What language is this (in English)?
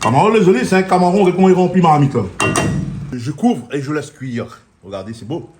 Réunion Creole French